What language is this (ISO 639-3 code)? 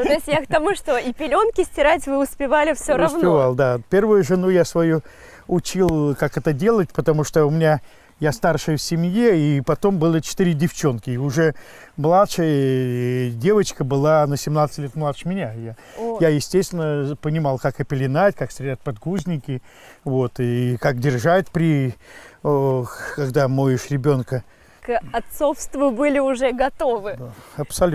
rus